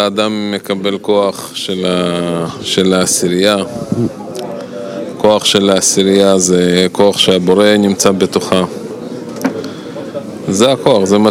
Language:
Hebrew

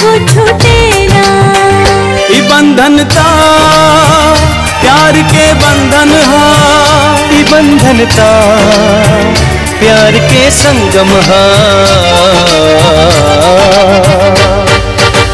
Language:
Bhojpuri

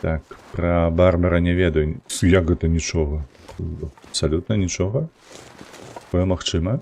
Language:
Belarusian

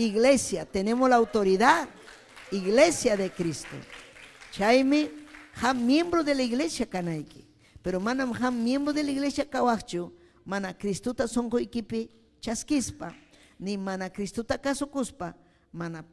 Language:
Ayacucho Quechua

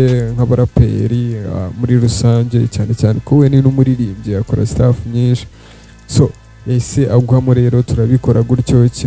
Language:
Kinyarwanda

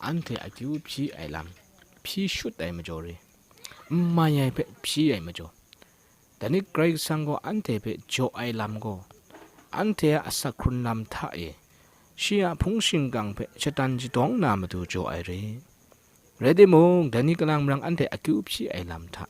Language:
Kachin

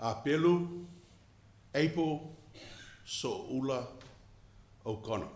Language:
Samoan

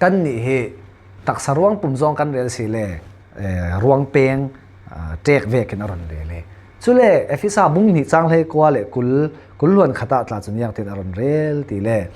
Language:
Falam Chin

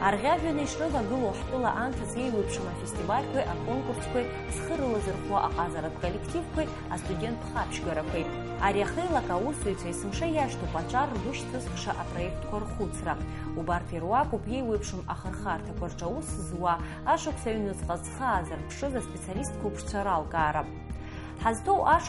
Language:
Abkhazian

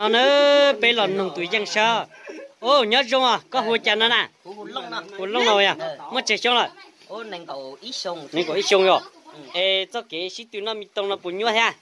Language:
Hmong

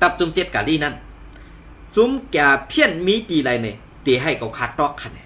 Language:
Shan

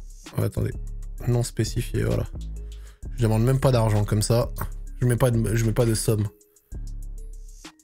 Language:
French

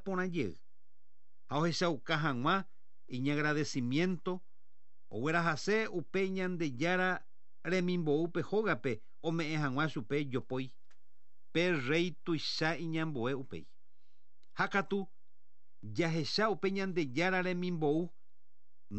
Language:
Guarani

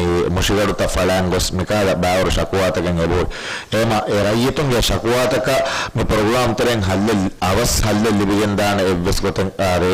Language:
Divehi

